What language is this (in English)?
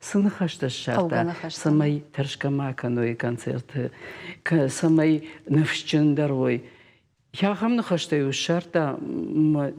Ossetic